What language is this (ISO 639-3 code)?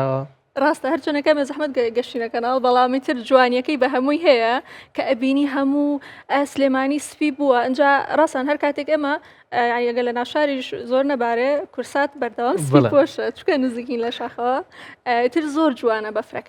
ckb